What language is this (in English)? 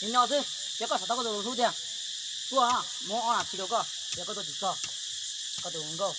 Hmong